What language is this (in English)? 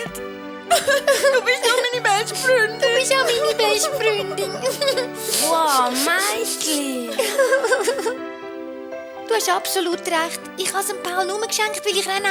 Swiss German